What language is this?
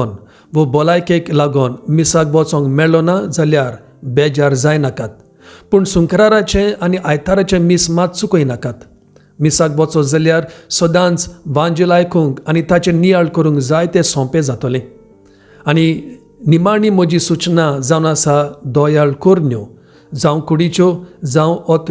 Konkani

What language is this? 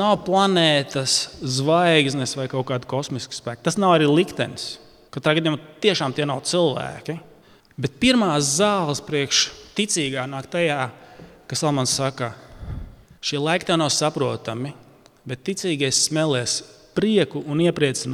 Latvian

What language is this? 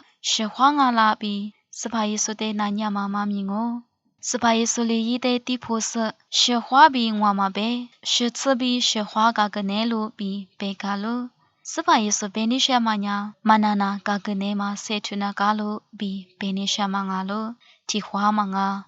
Lisu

